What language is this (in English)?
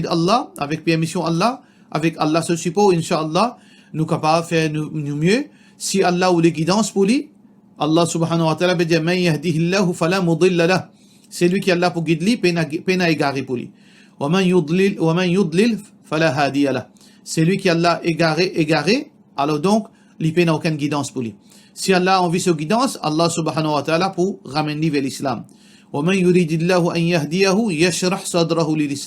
Morisyen